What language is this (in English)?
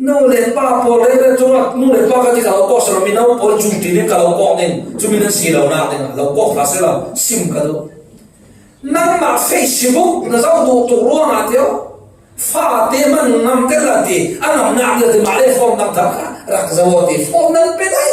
Falam Chin